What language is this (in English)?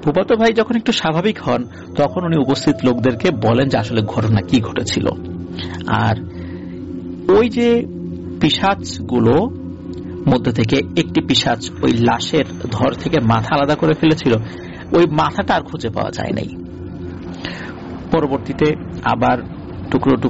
Bangla